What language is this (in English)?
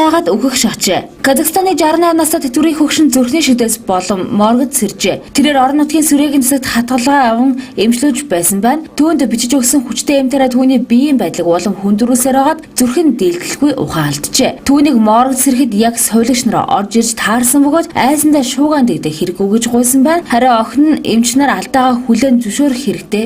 Mongolian